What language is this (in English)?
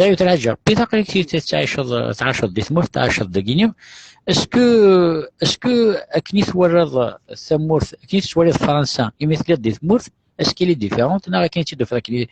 Kabyle